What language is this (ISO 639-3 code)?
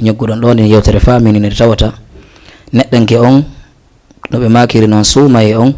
ful